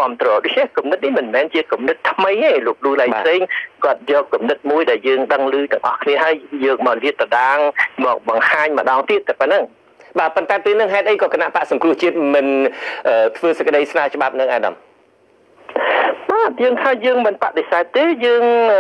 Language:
Khmer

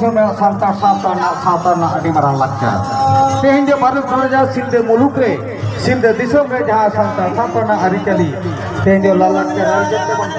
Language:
Santali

